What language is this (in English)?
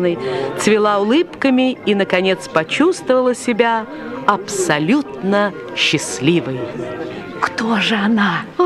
Russian